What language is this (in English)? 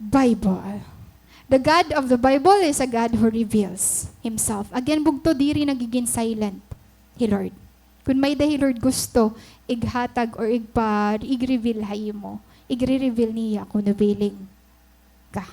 Waray